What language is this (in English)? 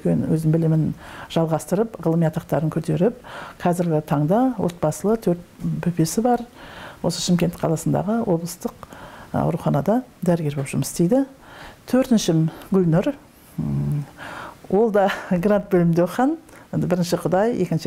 Kazakh